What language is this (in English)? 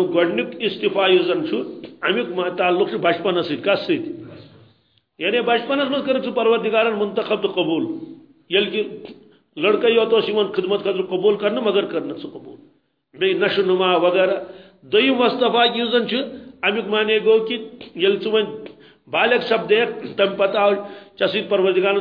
Kashmiri